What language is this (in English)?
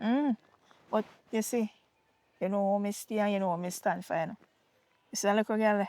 Jamaican Creole English